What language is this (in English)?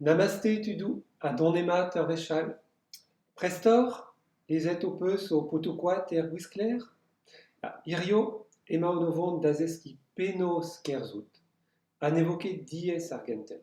Breton